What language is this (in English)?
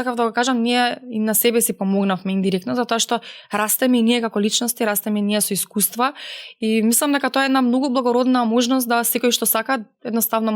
Macedonian